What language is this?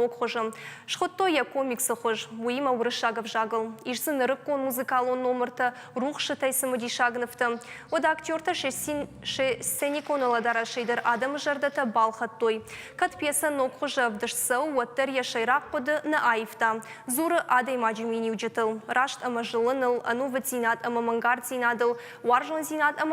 Ossetic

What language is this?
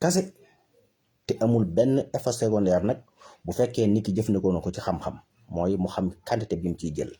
Wolof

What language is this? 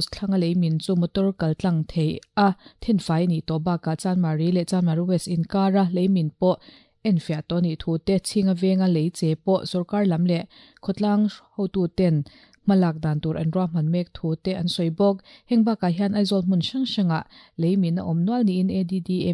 Mizo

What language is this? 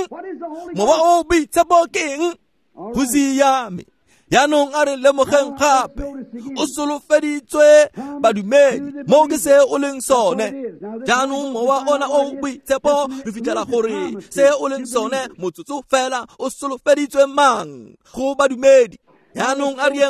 Tswana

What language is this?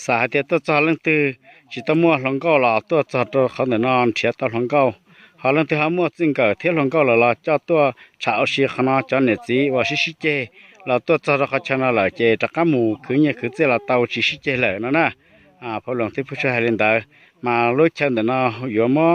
Hmong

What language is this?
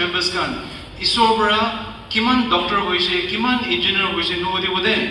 Naga Pidgin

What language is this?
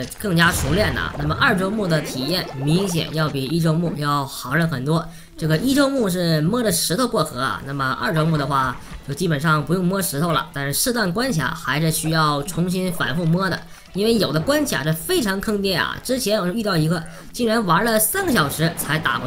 Chinese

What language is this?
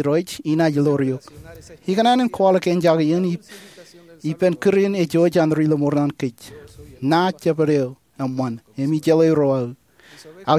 Marshallese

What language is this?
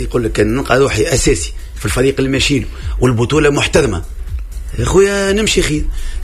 Tunisian Arabic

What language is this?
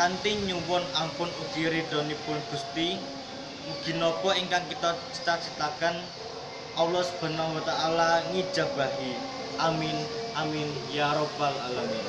Javanese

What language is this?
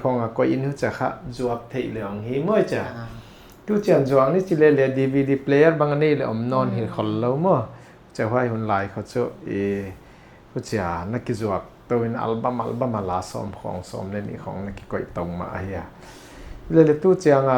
Tedim Chin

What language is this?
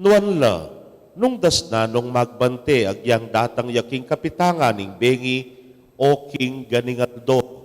Pampanga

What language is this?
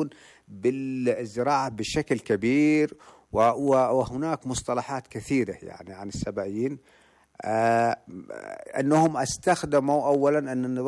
Arabic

